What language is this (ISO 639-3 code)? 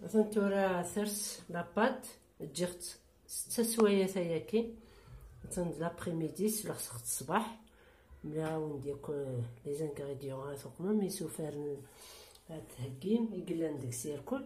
kab